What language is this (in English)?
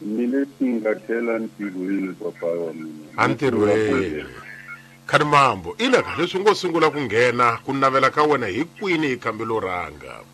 Tsonga